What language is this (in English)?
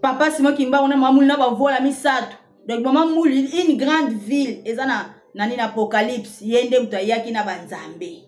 Lingala